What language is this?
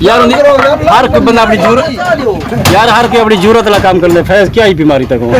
Saraiki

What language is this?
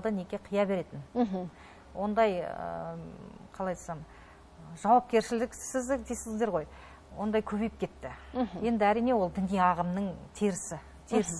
Kazakh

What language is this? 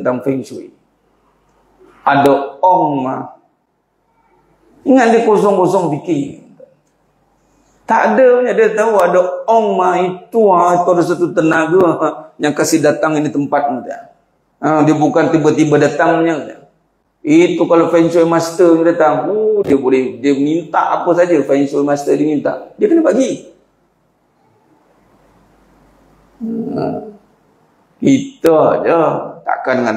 Malay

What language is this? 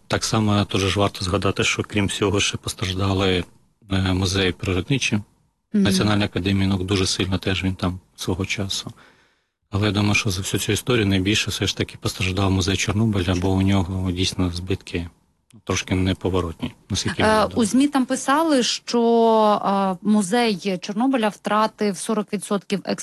Ukrainian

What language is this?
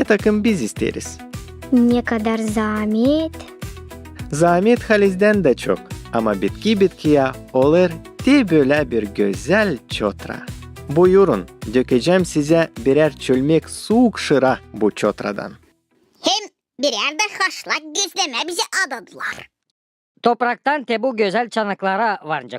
Gagauz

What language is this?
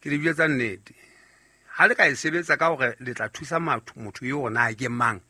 Southern Sotho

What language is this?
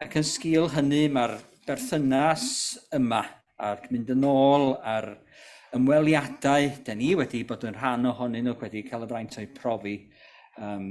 Welsh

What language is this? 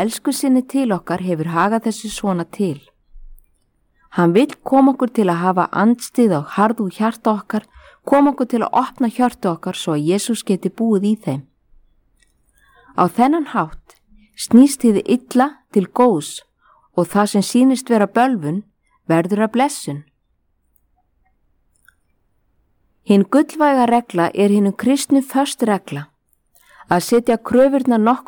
Icelandic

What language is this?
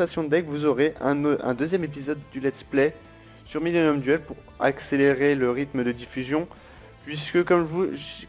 French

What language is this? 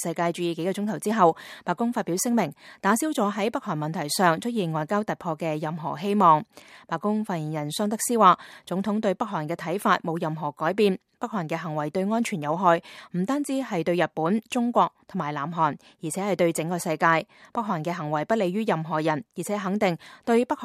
Cantonese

